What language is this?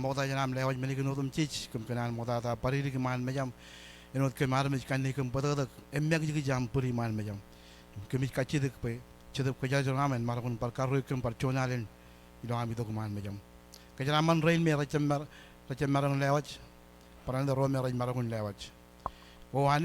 Marshallese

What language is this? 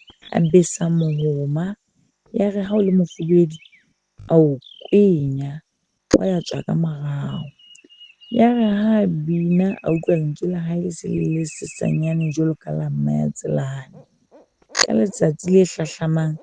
Southern Sotho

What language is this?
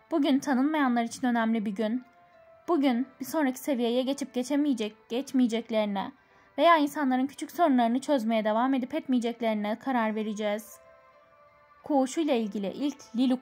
Turkish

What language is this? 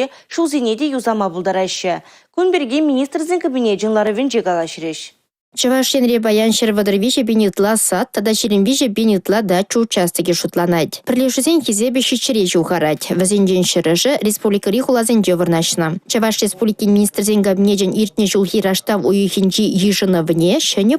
Chuvash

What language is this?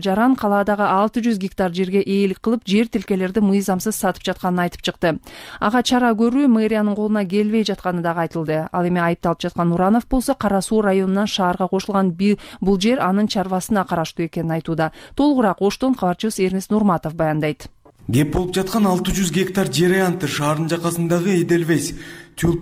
Kyrgyz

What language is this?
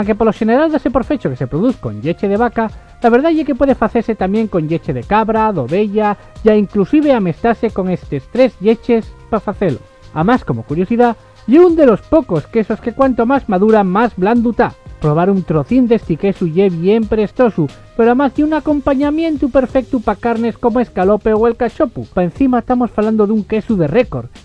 Asturian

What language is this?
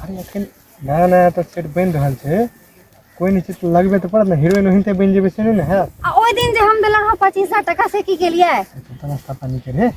Maithili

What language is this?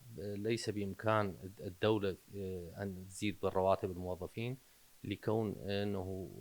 Mesopotamian Arabic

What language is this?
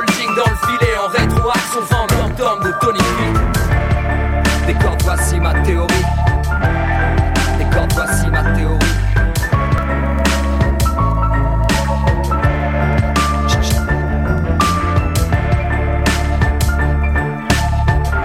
French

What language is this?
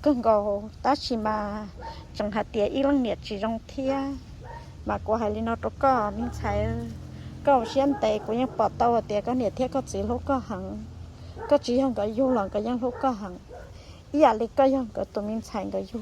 Hmong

